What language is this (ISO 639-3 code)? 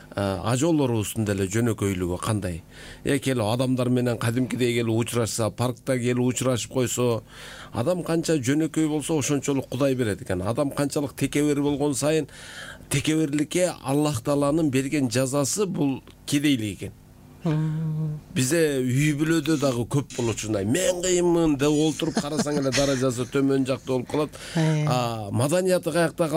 kir